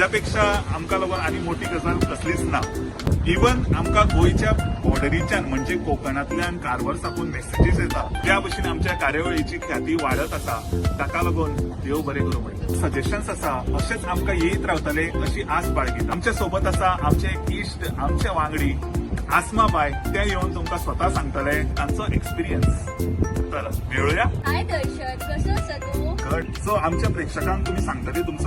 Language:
Konkani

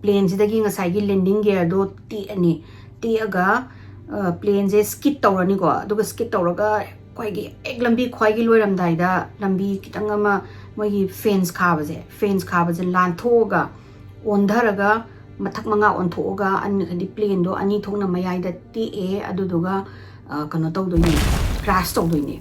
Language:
Manipuri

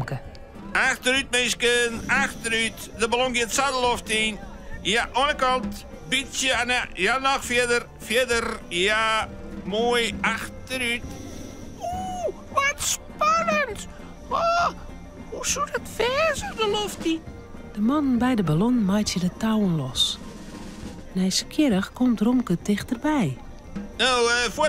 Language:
Western Frisian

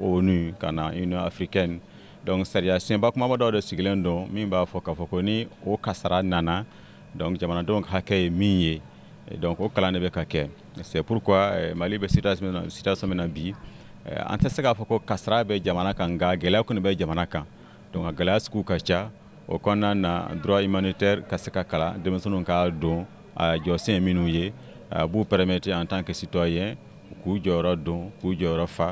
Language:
Bambara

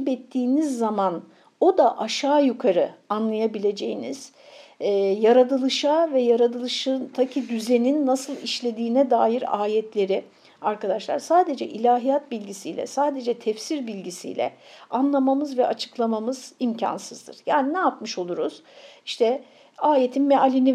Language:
Turkish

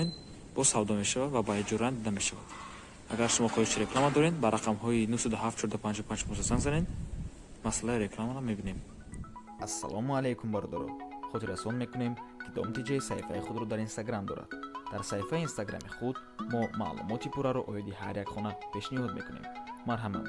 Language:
Tajik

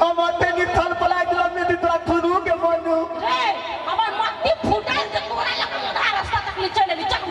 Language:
Maithili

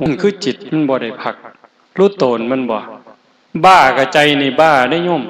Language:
Northeastern Thai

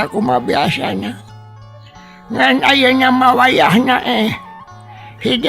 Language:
Sundanese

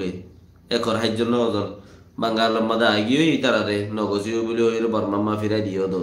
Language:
Rohingya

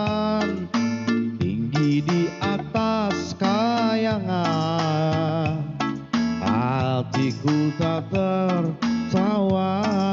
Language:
Banjar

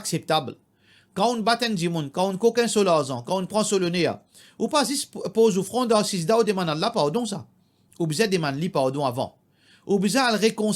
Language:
Morisyen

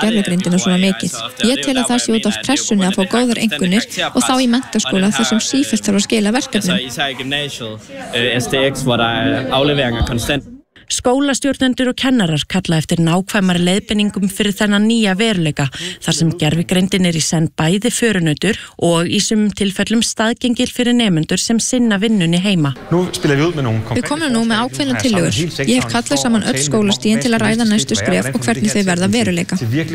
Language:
Icelandic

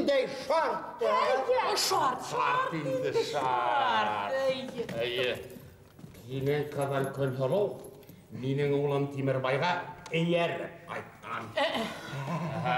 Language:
Bashkir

